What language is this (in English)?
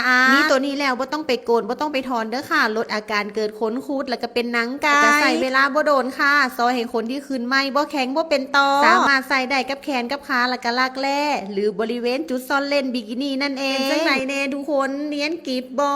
Northeastern Thai